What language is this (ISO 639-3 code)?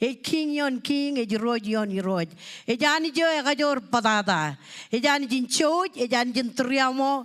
mah